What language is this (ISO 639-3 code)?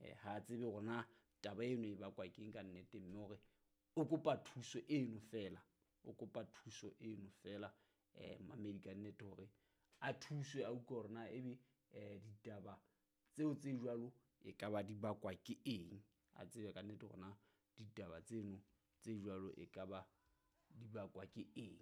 sot